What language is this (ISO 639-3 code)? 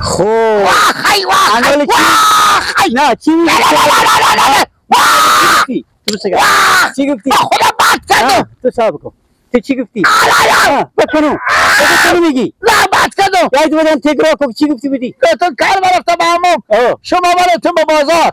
fas